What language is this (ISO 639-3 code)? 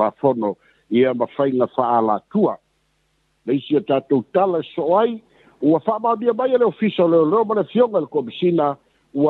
smo